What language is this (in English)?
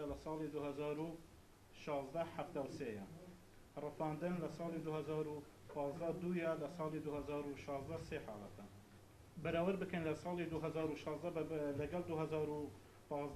Central Kurdish